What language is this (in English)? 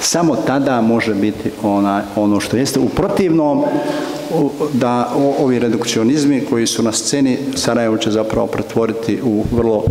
Bosnian